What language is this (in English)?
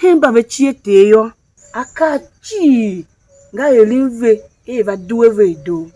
Tiv